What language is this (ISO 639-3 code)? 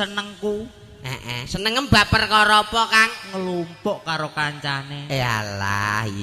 jav